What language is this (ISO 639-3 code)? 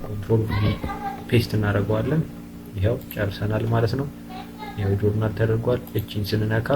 amh